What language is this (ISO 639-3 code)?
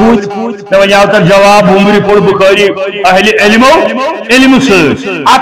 kas